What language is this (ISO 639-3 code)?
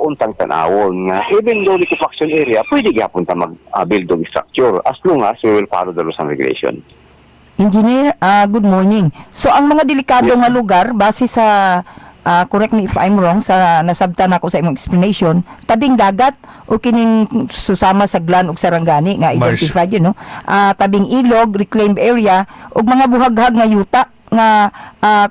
ceb